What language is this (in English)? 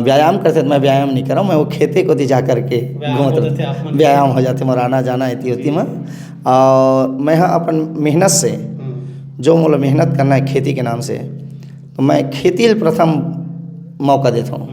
Chhattisgarhi